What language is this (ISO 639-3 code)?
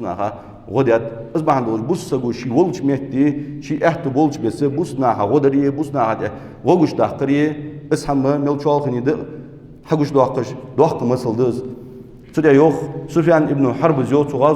inh